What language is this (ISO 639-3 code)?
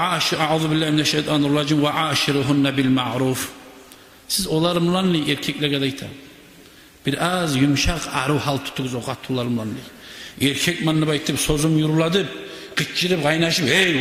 kum